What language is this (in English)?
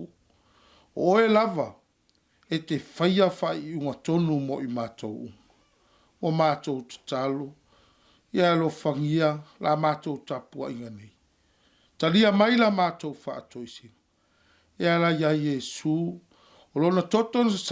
Samoan